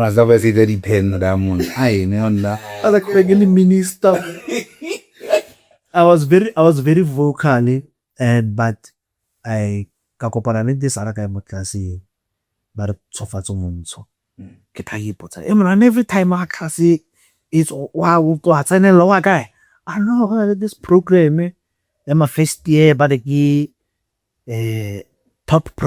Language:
Tswana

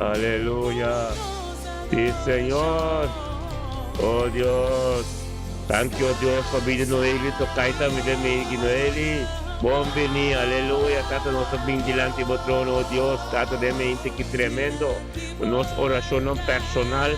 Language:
Papiamento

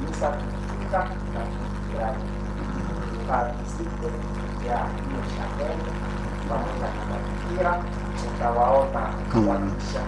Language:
Swahili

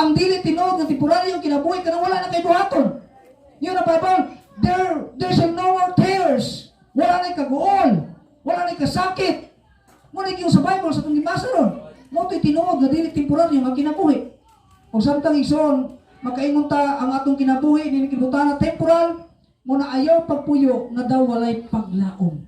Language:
Cebuano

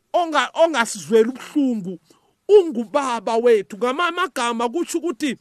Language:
South Ndebele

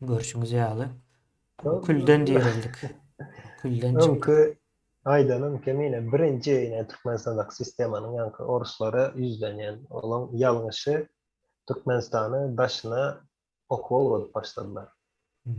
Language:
Turkmen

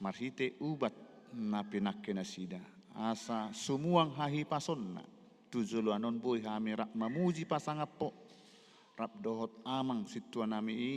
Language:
Batak Toba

